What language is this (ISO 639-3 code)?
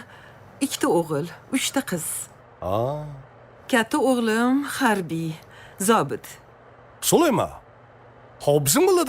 kaa